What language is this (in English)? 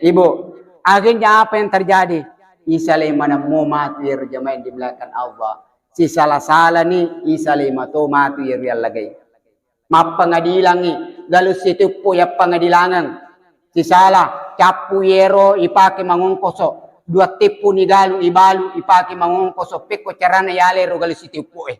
Buginese